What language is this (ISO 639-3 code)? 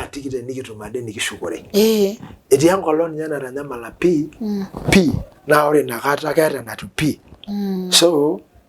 mas